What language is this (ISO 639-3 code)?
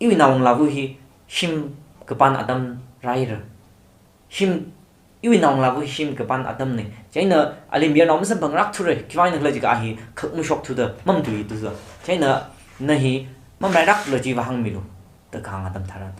nmf